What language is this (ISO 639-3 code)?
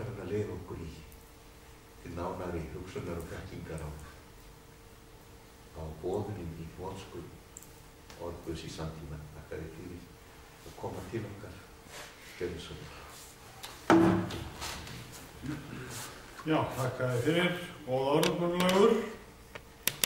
isl